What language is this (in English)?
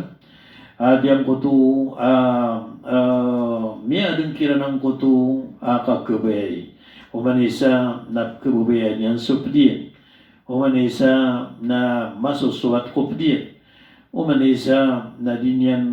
Maranao